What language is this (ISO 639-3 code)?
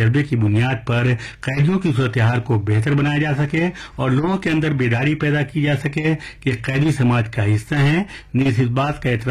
urd